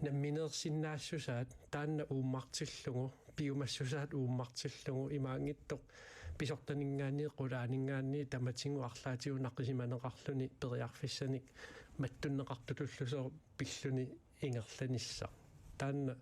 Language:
Kalaallisut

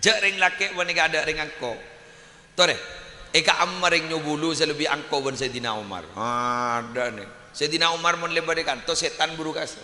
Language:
Madurese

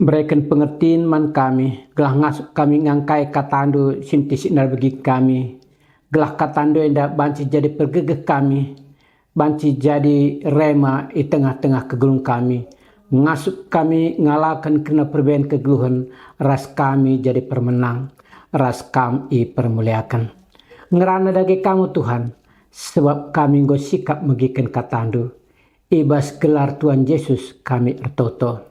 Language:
Batak Karo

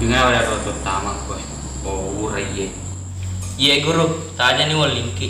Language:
Buginese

